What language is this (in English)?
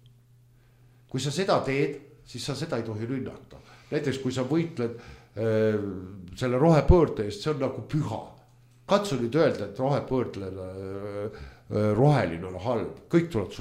Estonian